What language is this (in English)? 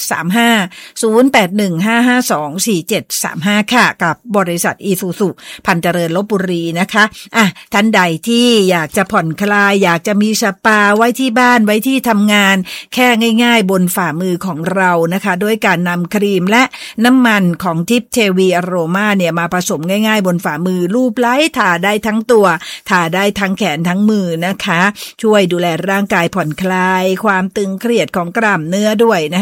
Thai